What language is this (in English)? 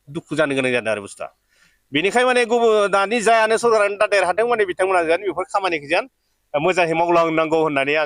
Bodo